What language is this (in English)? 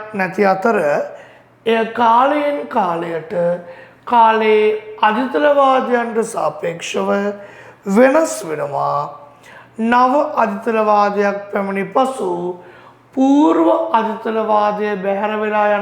Sinhala